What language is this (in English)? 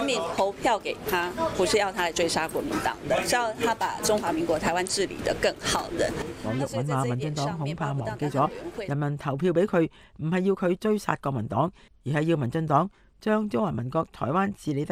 Cantonese